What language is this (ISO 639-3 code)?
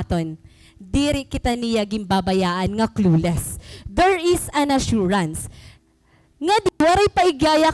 war